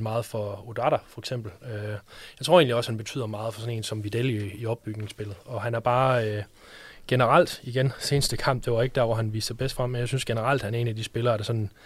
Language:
Danish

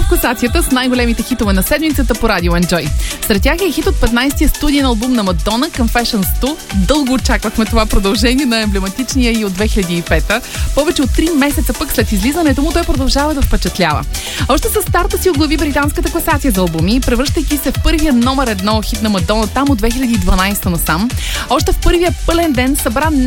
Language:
Bulgarian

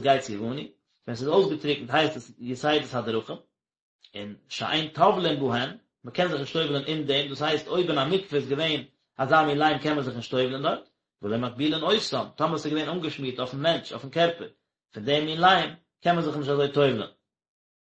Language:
Yiddish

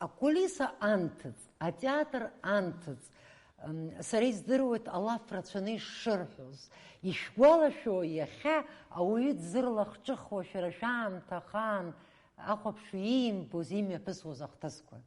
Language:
Abkhazian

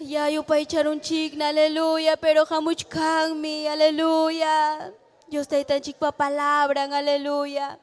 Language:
Ayacucho Quechua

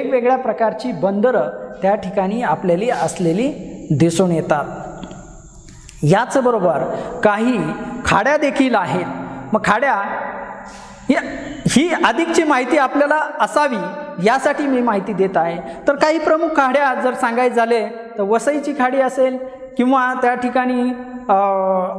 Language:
Marathi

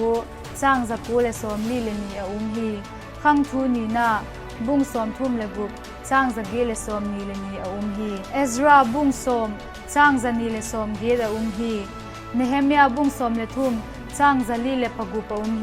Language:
Vaiphei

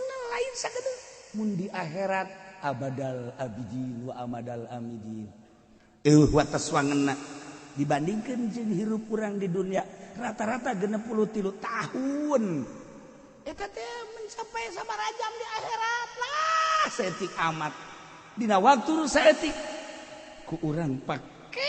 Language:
Sundanese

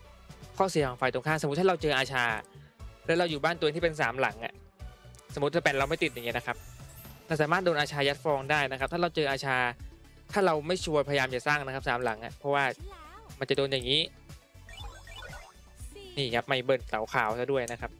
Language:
Thai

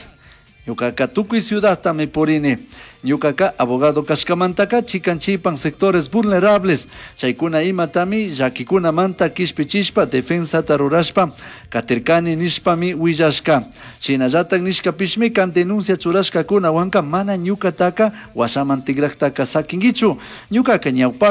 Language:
Chimborazo Highland Quichua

